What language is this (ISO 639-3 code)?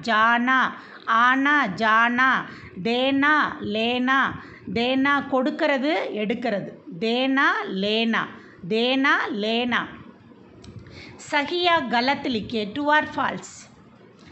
tam